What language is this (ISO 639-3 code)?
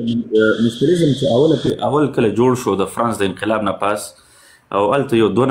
pus